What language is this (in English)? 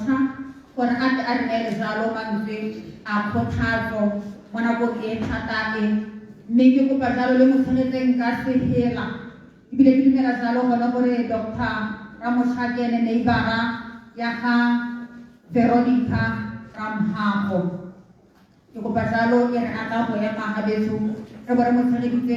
Tswana